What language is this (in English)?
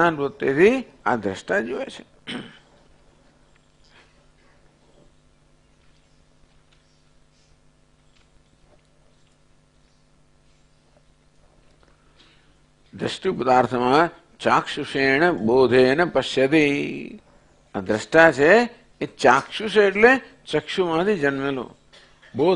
Gujarati